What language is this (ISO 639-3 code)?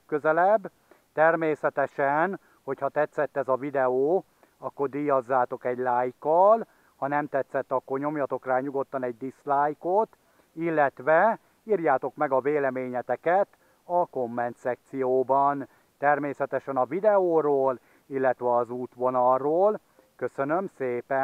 hun